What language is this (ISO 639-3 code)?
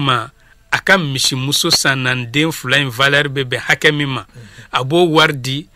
bam